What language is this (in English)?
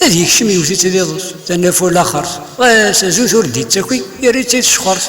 Kabyle